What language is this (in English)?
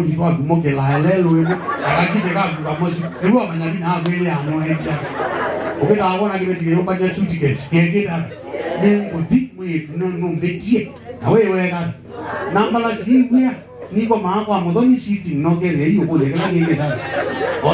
Kamba